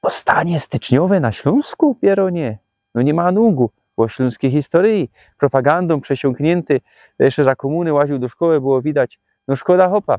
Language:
Silesian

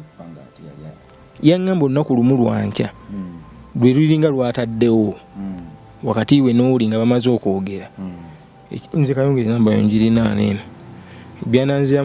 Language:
Ganda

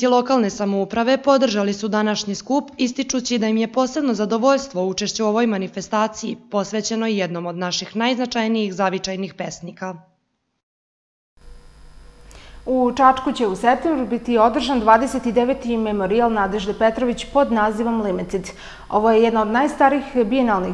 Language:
Serbian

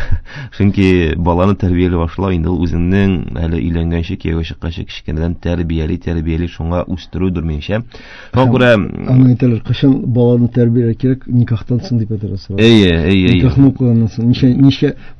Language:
Tatar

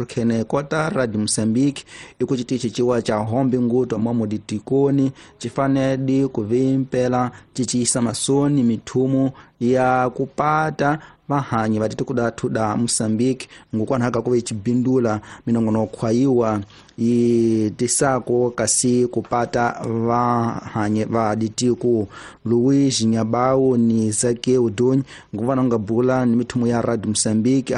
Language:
Tsonga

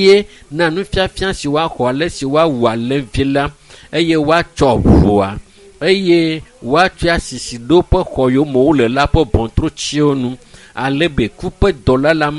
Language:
Ewe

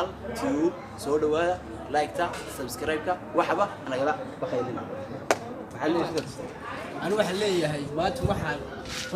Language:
Somali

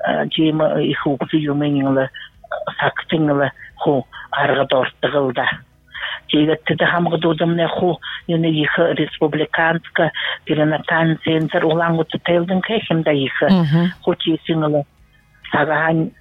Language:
Buriat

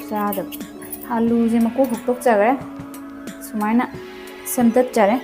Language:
Manipuri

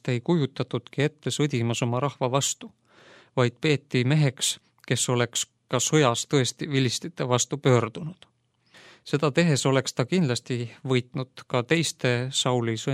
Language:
Estonian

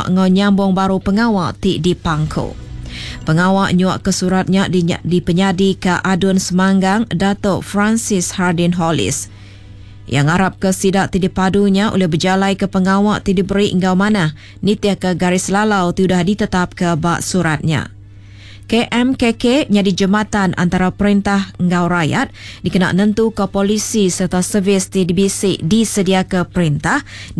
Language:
Iban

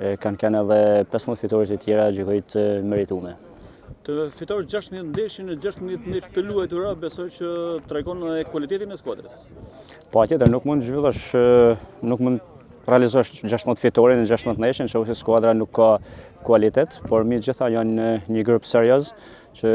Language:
Albanian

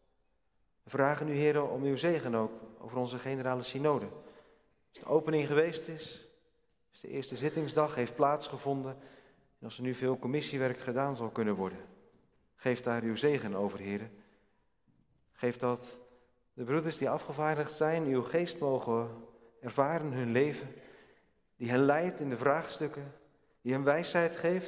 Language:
Dutch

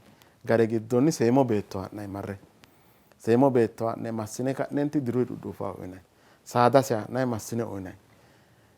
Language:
Sidamo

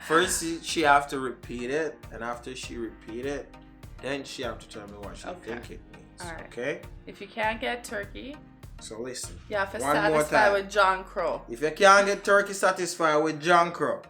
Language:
Jamaican Creole English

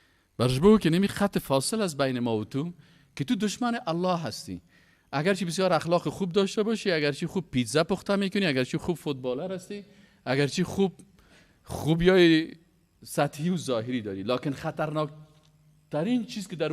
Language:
Persian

